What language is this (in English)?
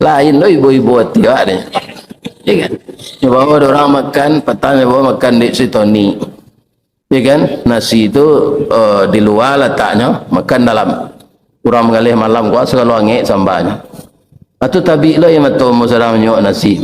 Minangkabau